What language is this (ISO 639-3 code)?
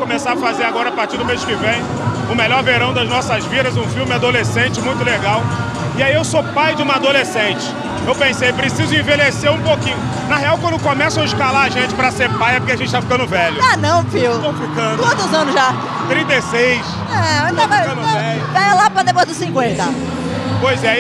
por